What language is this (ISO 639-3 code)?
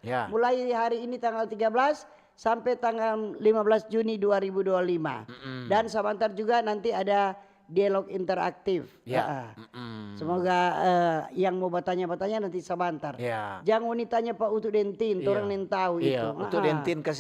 xmm